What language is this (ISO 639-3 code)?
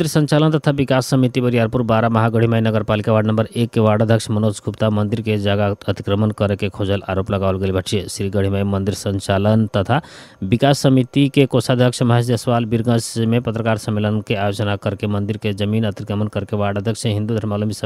bho